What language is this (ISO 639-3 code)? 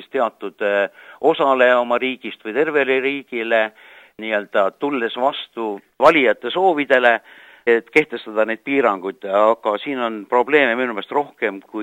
est